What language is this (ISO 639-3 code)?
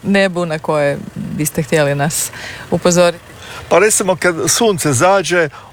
hrv